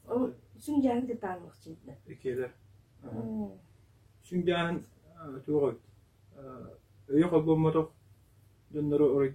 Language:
Yakut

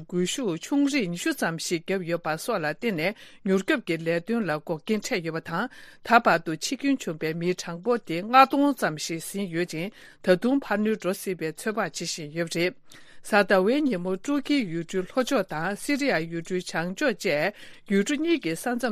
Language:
Tibetan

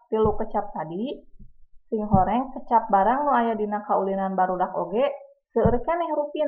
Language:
Sundanese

